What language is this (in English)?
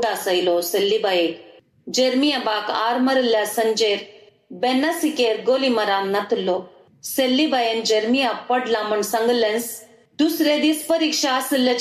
Konkani